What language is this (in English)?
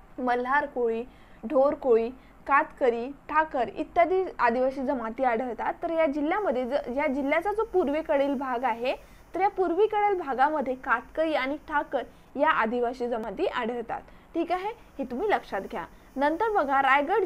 Marathi